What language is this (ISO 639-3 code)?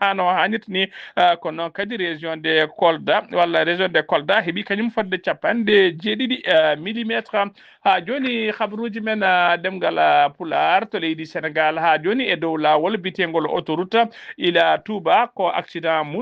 ful